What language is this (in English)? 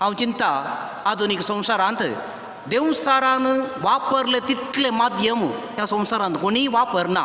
Konkani